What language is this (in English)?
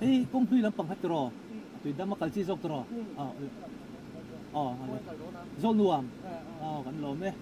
Mizo